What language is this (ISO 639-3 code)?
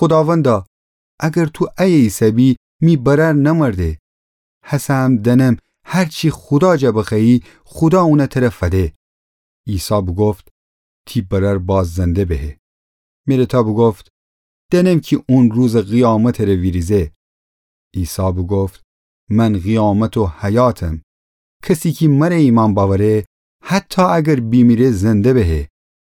glk